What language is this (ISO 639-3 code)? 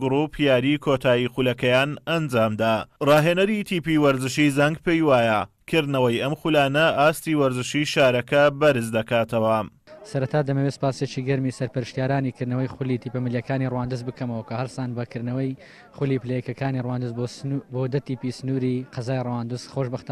ckb